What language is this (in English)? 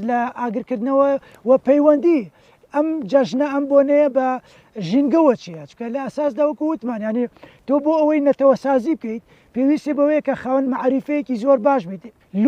Central Kurdish